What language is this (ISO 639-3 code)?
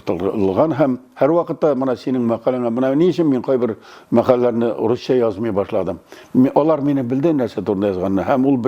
tat